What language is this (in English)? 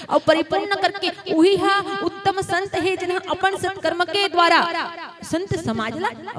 Chhattisgarhi